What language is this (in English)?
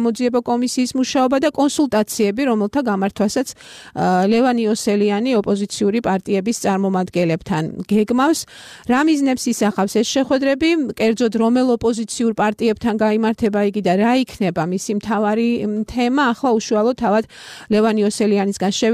Georgian